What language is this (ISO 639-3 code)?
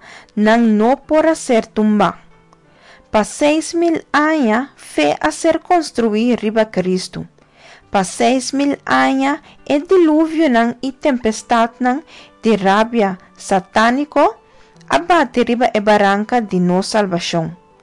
pap